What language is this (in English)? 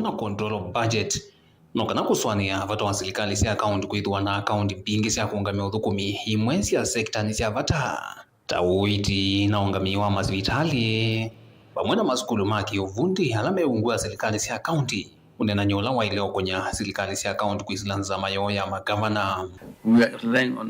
Kamba